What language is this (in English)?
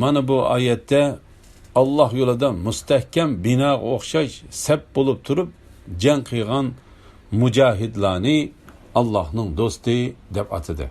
Uyghur